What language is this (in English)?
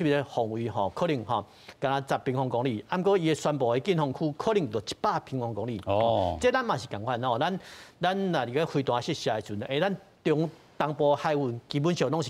Min Nan Chinese